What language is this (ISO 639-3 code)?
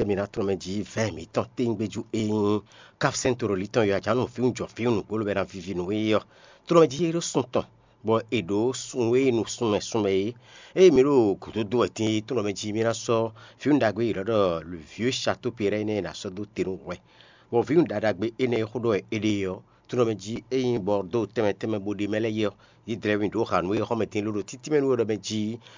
fon